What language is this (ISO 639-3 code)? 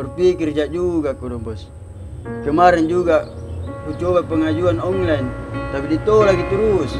mfp